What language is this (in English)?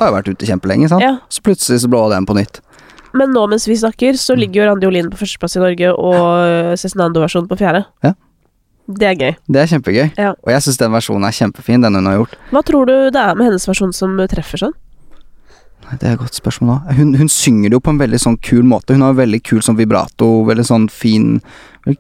Norwegian